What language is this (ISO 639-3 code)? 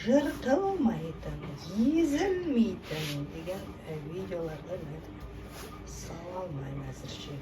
kaz